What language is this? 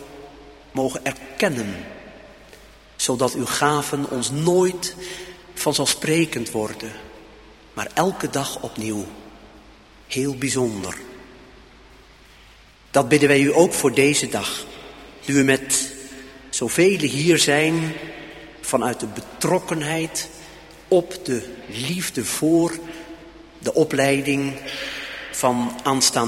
Dutch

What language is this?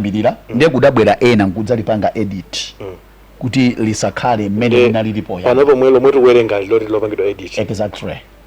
Nyanja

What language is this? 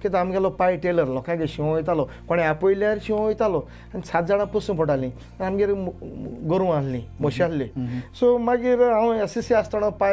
Konkani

